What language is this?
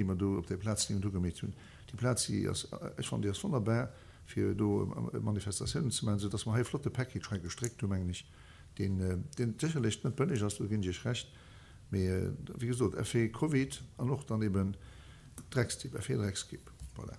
Luxembourgish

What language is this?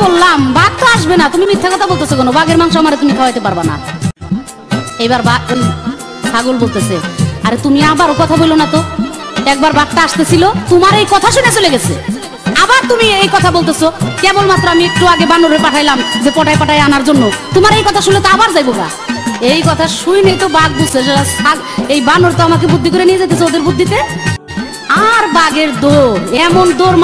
Bangla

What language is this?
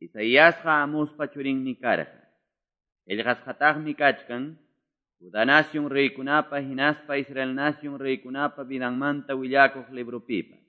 Quechua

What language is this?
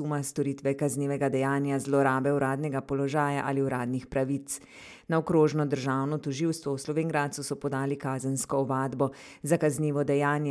Slovenian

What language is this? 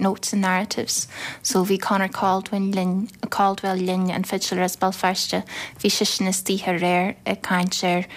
Irish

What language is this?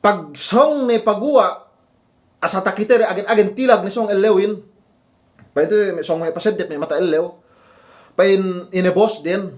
Yakan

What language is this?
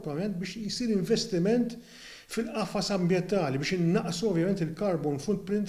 Maltese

